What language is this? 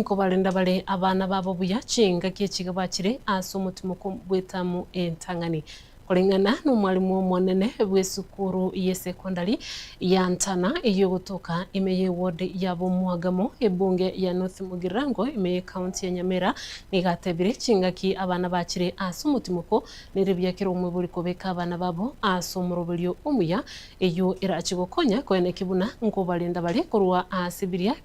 Gusii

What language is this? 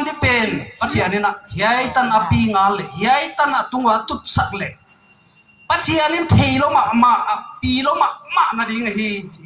Paite Chin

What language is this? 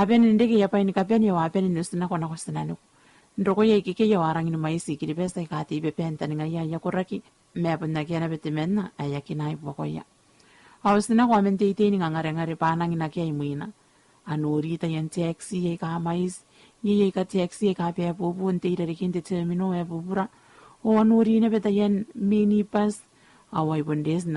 Gilbertese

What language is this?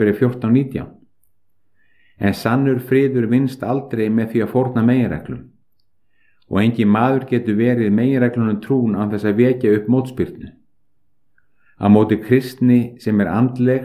Icelandic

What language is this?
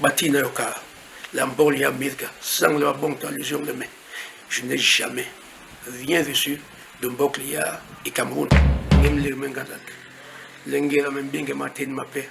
Basaa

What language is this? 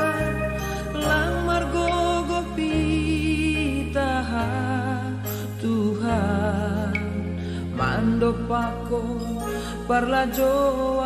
Batak Simalungun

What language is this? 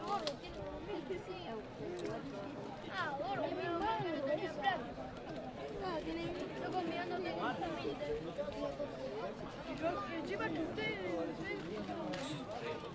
Spanish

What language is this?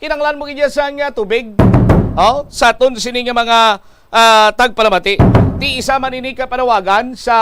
Hiligaynon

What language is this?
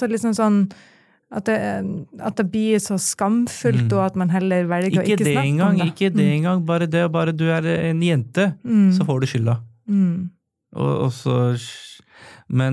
Norwegian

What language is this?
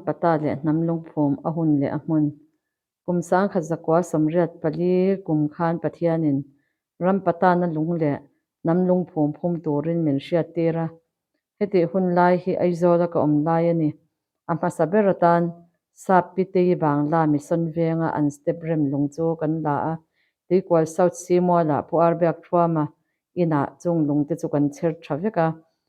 Mizo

